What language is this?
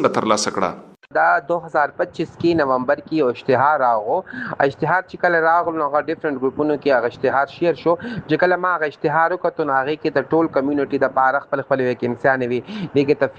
Pashto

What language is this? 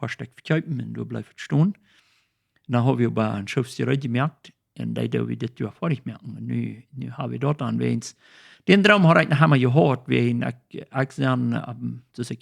Plautdietsch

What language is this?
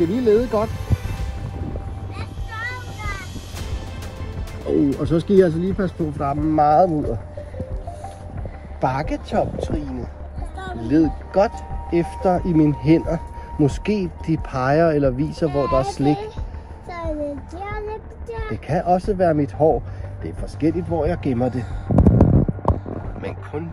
Danish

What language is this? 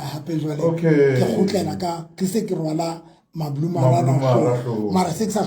Southern Sotho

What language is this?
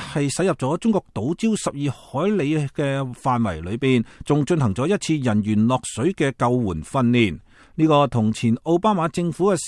Cantonese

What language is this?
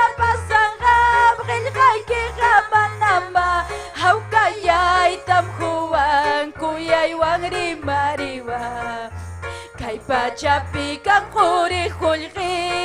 Ayacucho Quechua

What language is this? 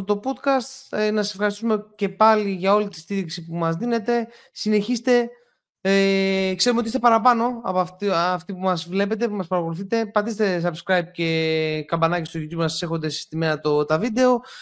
Greek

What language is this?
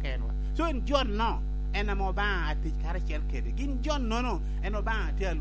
Lango (Uganda)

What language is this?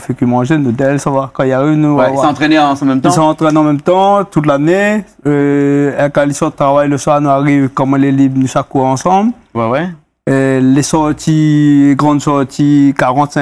Réunion Creole French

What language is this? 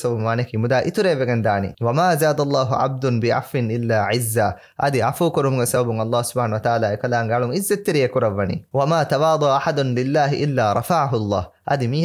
Divehi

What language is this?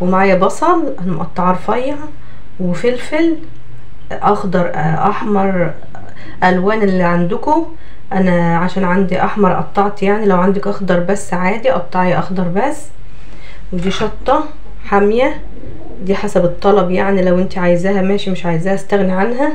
Egyptian Arabic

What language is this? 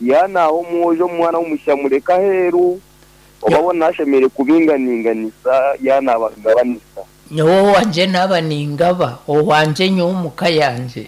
Nyankole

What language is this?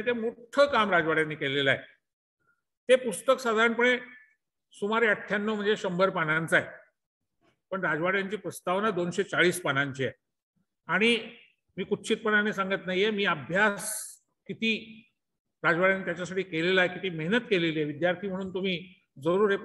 Marathi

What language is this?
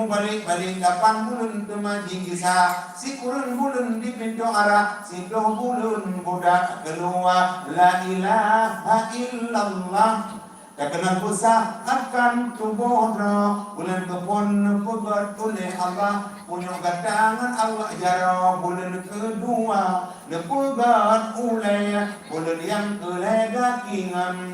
Achinese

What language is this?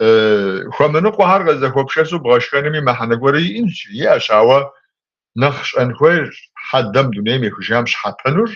Kabardian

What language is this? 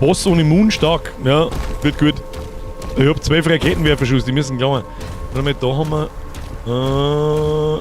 Bavarian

